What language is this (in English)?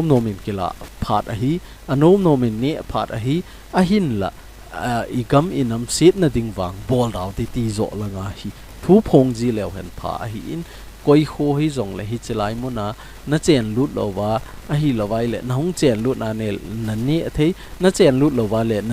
Thado Chin